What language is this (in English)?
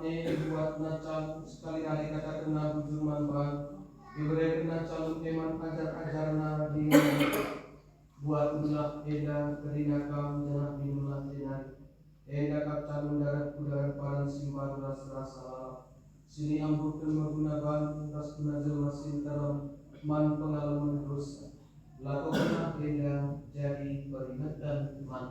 Batak Karo